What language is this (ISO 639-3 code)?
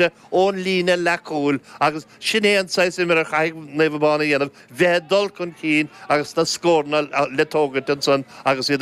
gle